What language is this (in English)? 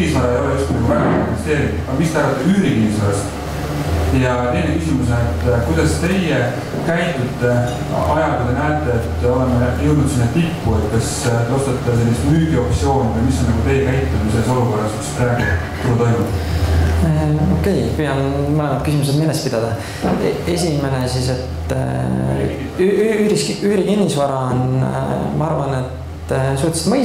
Estonian